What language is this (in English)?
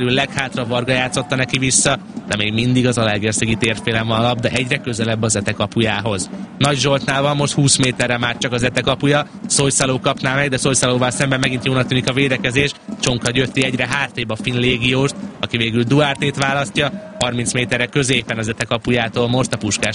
Hungarian